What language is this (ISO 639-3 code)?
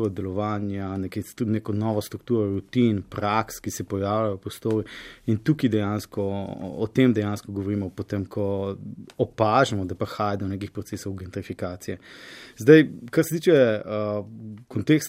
slv